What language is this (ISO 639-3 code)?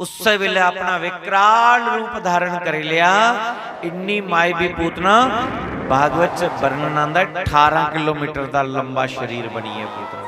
doi